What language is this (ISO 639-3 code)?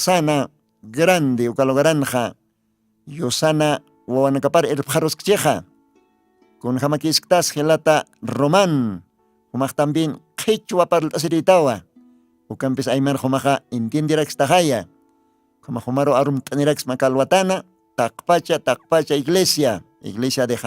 aym